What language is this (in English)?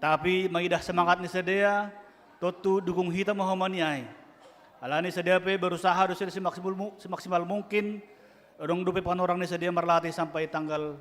Batak Simalungun